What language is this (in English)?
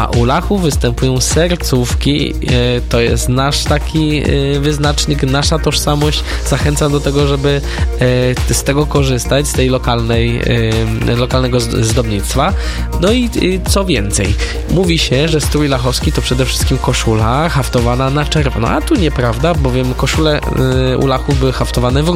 Polish